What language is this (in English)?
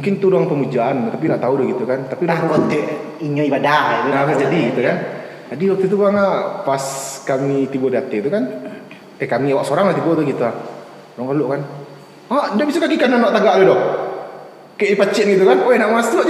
Minangkabau